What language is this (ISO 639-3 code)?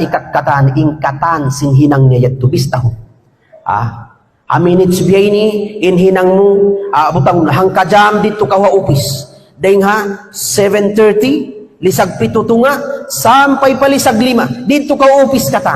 tsg